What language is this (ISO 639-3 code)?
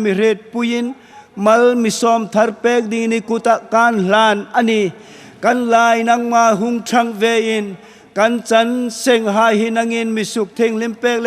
hmr